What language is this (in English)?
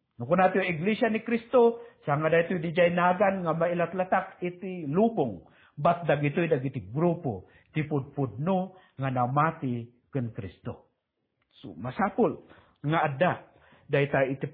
Iloko